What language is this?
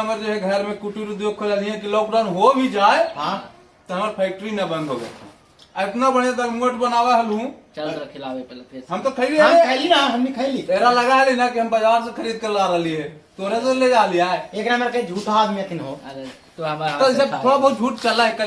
Magahi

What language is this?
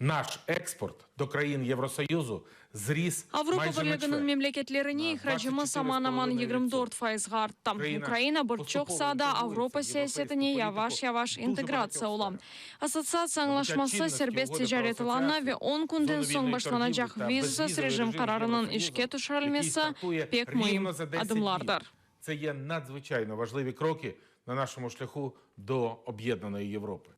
Crimean Tatar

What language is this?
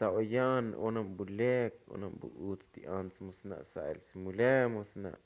Tzotzil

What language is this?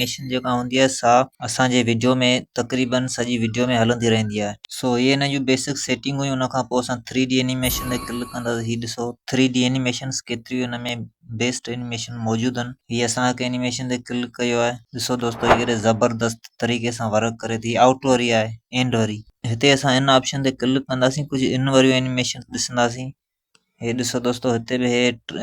Sindhi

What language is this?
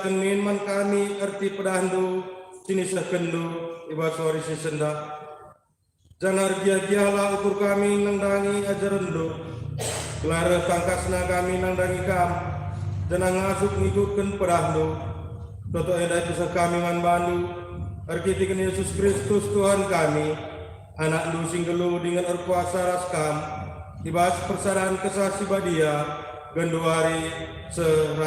Batak Karo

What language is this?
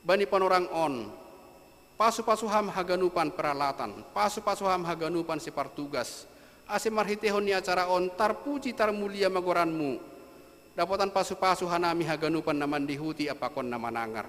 Batak Simalungun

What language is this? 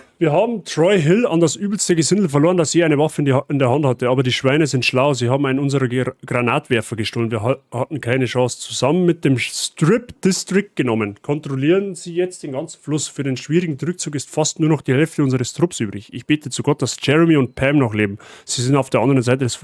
Bavarian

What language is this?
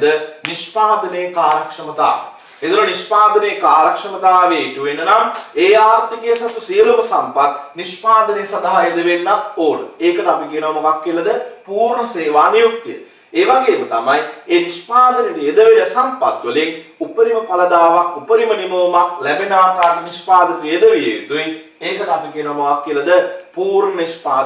Sinhala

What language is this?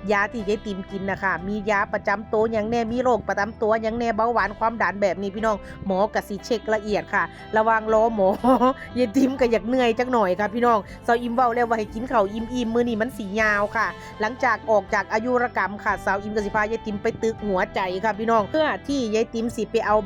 Northeastern Thai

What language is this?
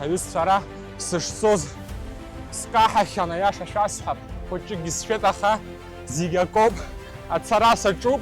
Abkhazian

